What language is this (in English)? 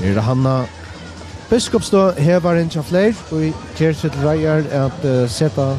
Faroese